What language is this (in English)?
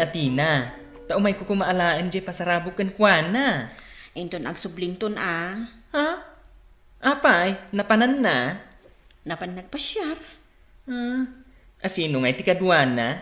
Iloko